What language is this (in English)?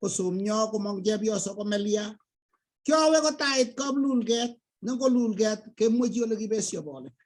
Kalenjin